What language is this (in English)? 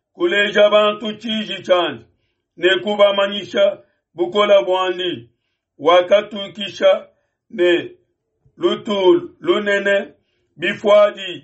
Luba-Lulua